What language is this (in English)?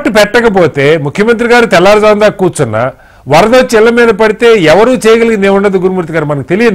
Telugu